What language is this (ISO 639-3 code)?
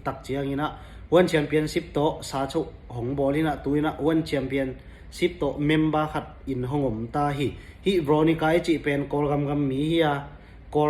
ctd